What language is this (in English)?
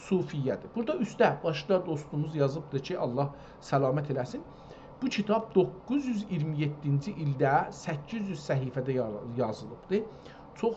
South Azerbaijani